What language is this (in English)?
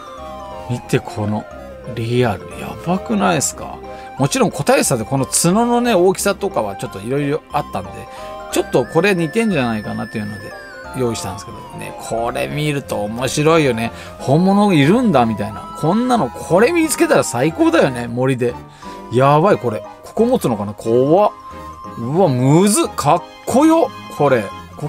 Japanese